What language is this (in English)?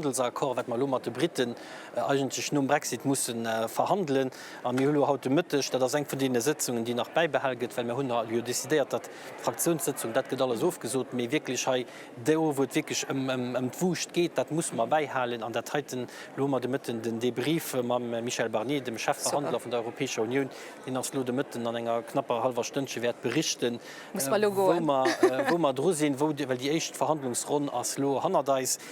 Luxembourgish